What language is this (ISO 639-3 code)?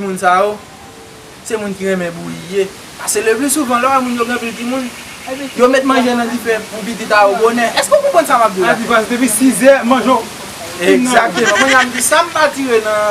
hat